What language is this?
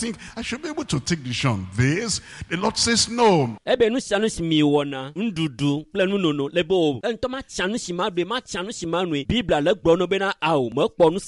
Ewe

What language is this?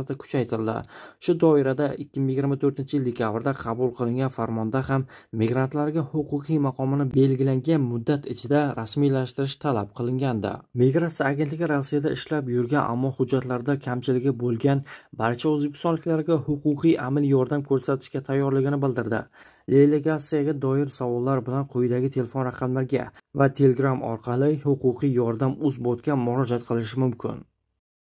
Uzbek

